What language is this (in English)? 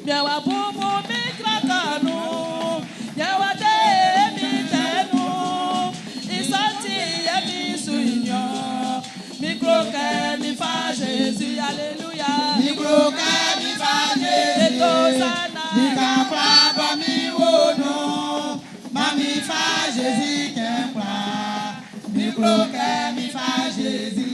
Baoulé